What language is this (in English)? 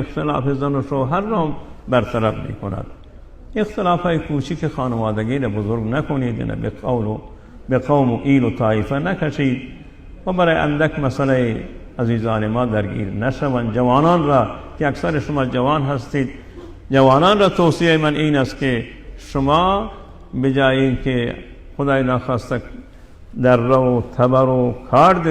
Persian